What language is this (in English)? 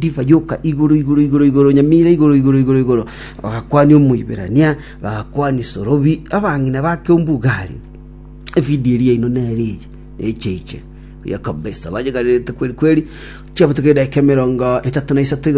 Gusii